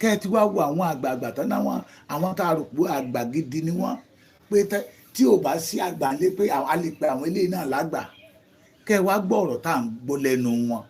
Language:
Yoruba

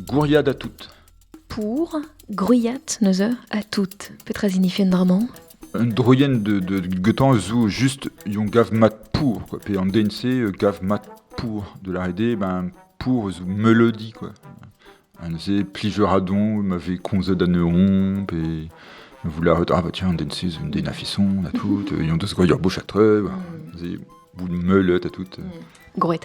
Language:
Breton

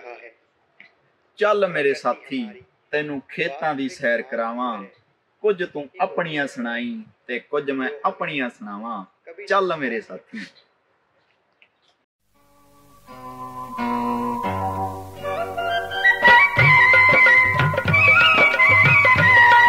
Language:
Punjabi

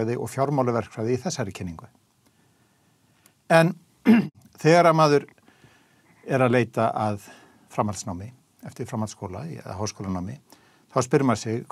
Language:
Icelandic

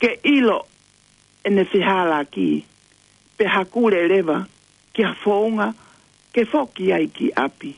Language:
Tongan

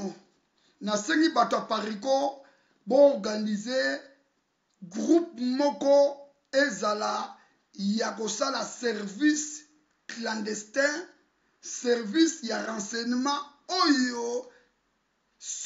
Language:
Lingala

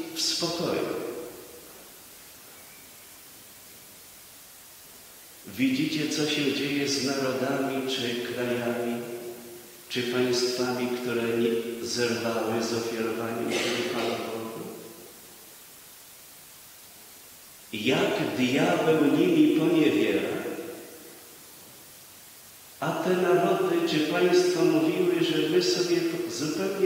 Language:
Polish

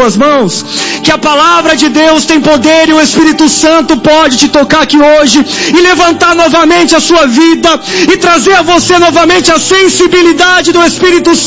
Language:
Portuguese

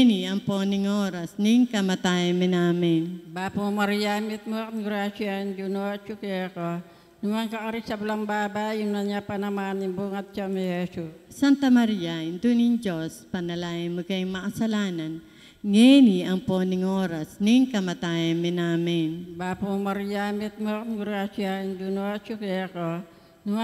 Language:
Pampanga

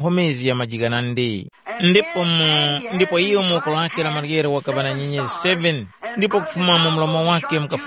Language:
Tumbuka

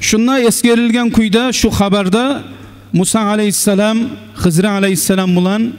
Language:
Kumyk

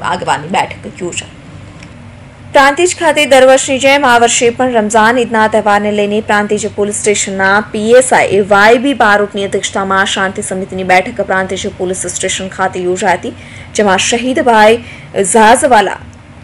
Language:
Gujarati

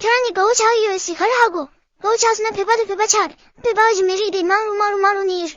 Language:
Tibetan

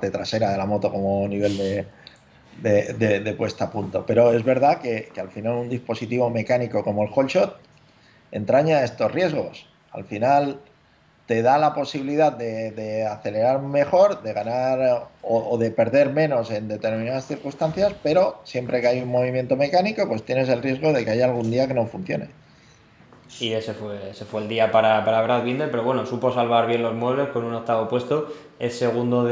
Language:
Spanish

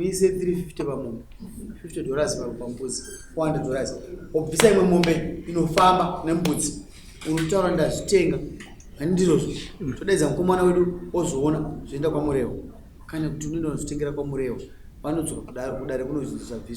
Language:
Shona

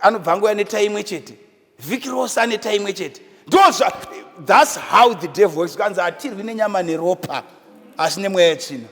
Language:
Shona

